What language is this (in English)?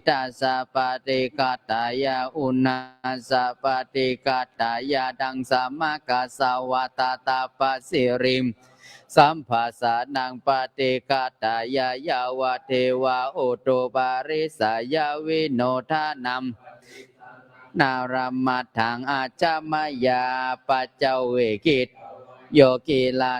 Pali